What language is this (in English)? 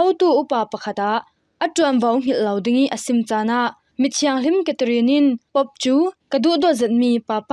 Falam Chin